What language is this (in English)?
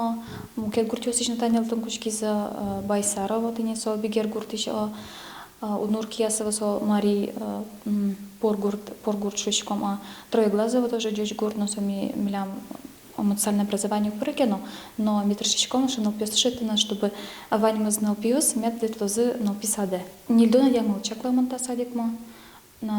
Udmurt